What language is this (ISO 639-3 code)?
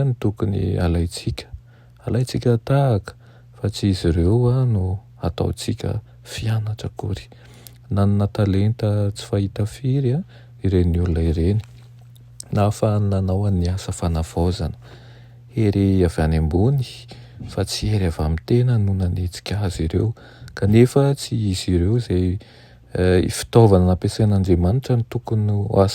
mlg